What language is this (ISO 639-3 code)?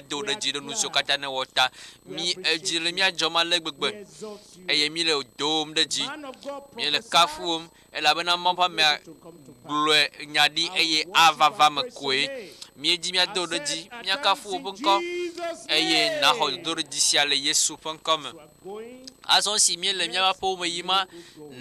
ewe